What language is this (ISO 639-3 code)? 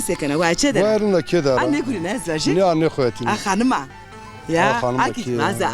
zza